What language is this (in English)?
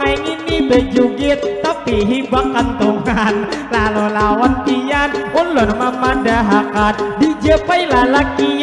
Banjar